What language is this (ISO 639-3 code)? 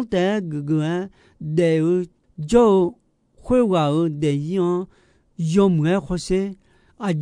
ahk